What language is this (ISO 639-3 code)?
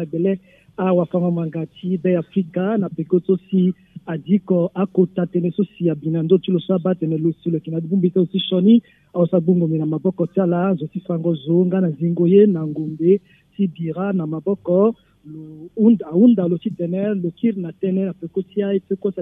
sag